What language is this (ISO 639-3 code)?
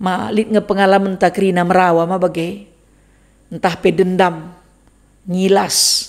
btx